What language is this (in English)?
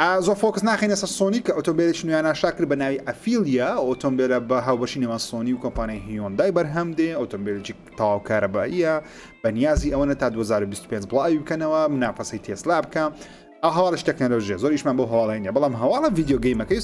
Central Kurdish